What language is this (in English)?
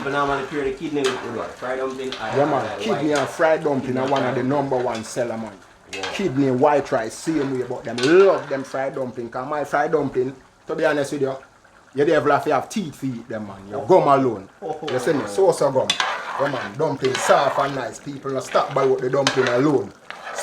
Jamaican Creole English